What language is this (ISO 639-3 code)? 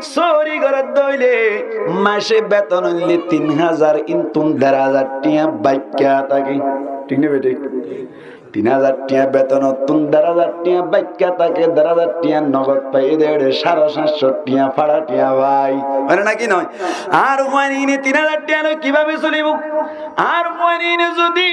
rhg